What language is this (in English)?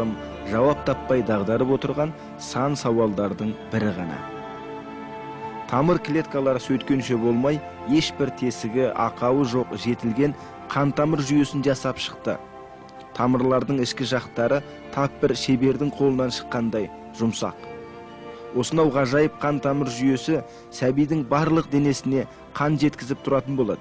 Kazakh